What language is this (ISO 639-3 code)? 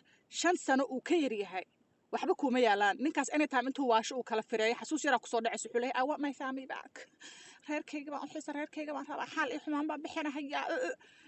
som